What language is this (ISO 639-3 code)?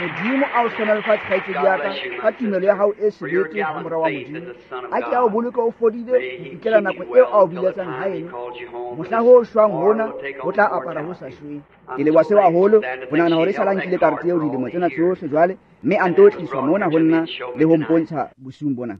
tsn